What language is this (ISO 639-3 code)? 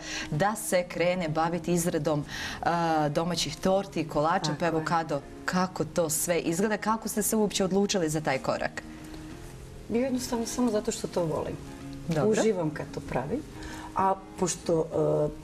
bos